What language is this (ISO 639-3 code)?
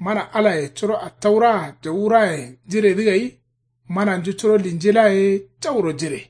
kau